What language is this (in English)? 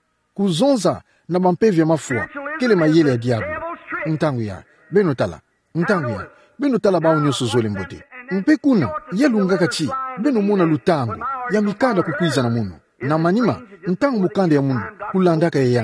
Kituba (Democratic Republic of Congo)